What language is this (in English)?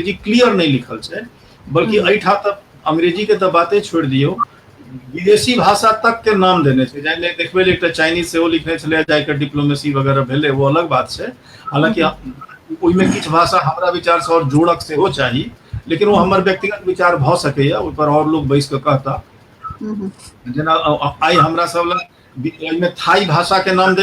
Maithili